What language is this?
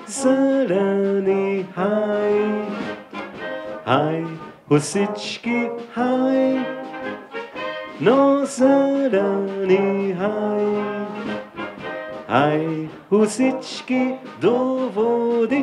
Hungarian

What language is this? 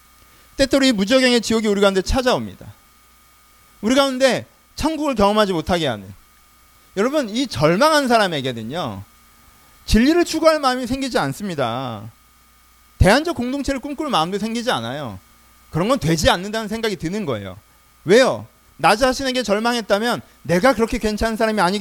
Korean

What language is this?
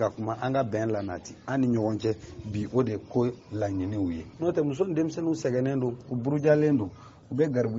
Bambara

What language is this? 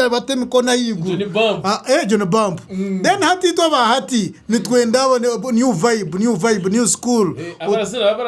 Nyankole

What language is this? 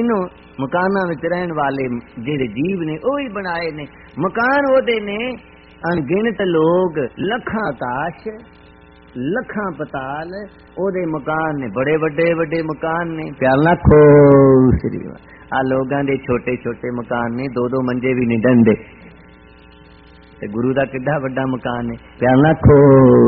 Punjabi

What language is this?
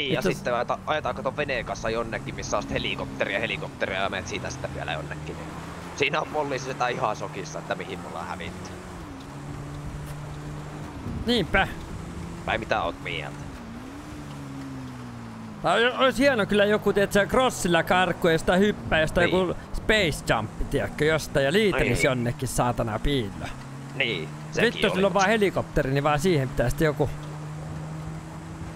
Finnish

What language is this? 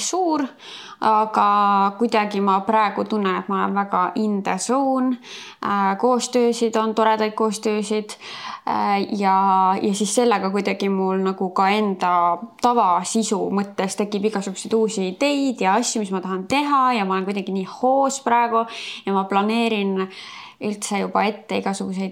Estonian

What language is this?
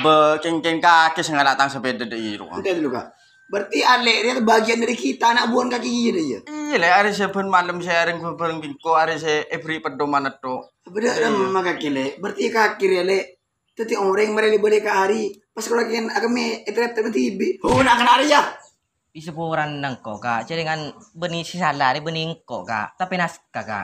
Madurese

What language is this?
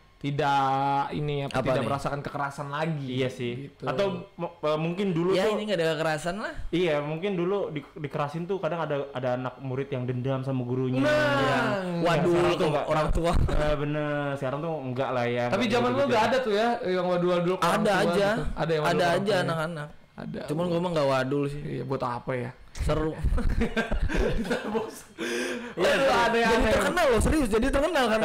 Indonesian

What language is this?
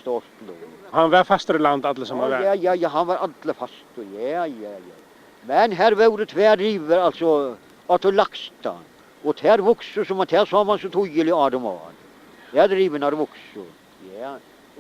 Faroese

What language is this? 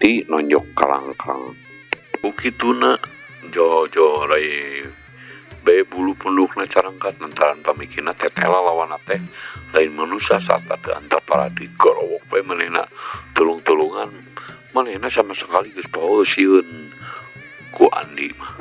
Sundanese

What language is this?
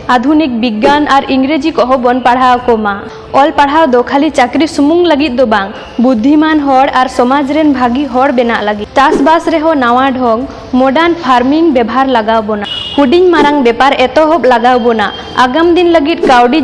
Santali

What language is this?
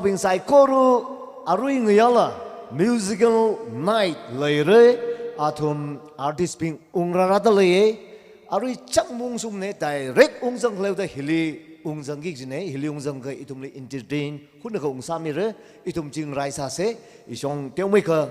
Tangkhul Naga (India)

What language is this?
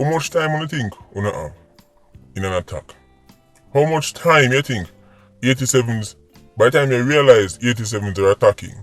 Jamaican Creole English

